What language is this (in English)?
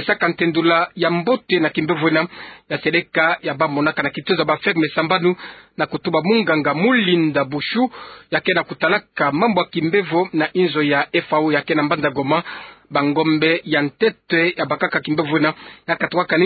Kituba (Democratic Republic of Congo)